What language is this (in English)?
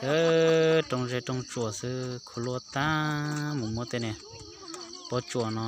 Hmong